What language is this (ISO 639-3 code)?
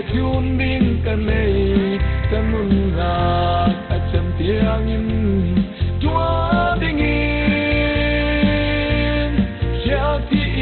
cfm